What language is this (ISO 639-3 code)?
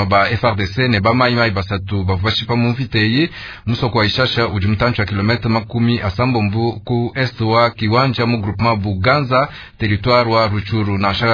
lua